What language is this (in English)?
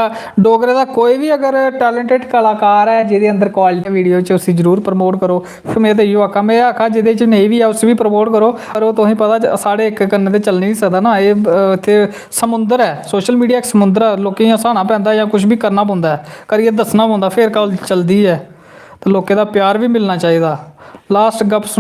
Dogri